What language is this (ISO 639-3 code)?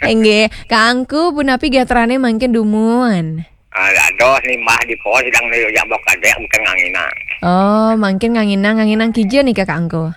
ban